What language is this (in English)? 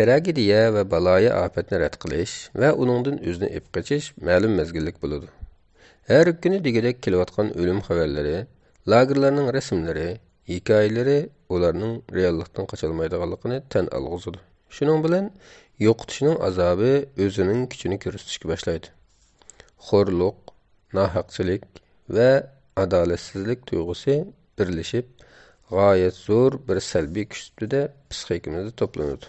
Uyghur